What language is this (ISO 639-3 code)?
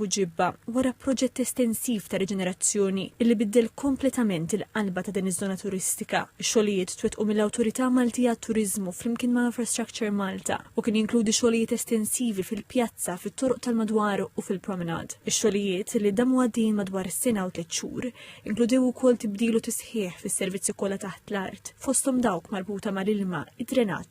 mlt